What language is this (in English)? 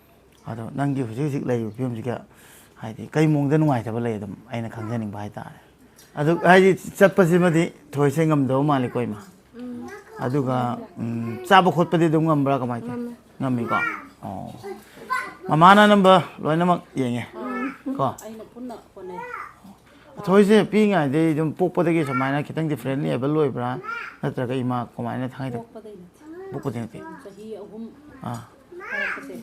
Manipuri